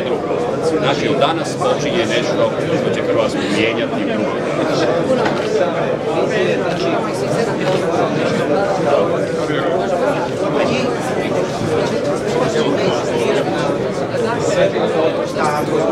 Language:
Croatian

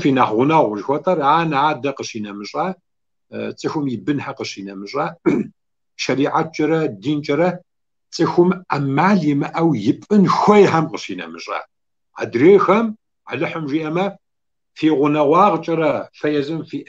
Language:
Kabardian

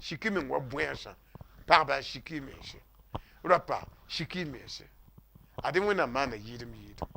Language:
Mossi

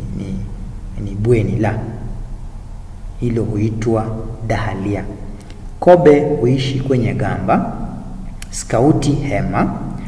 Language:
Swahili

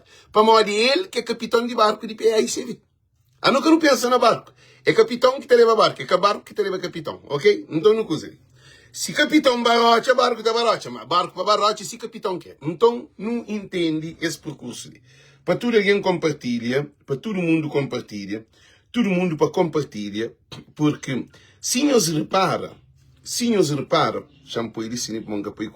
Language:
Kabuverdianu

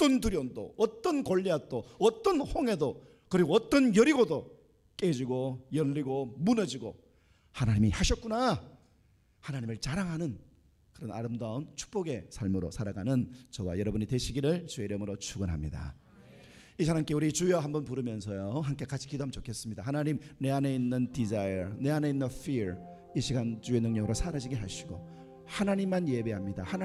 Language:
Korean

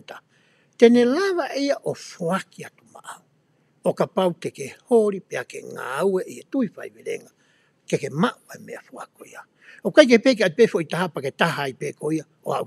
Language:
Tongan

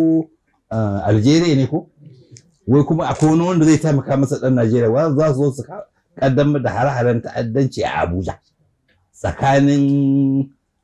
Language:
Hausa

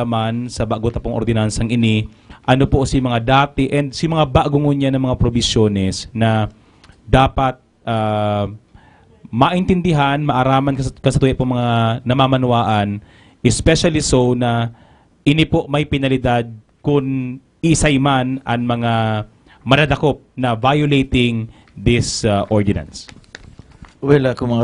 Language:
Bikol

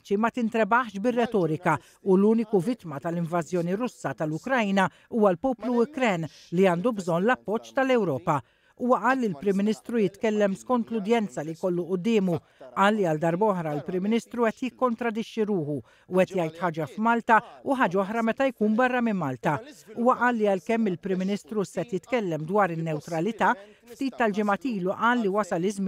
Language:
Maltese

